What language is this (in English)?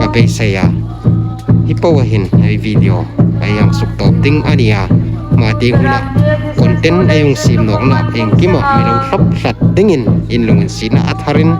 Hmar